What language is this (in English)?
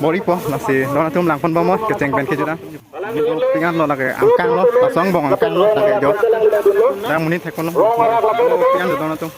Karbi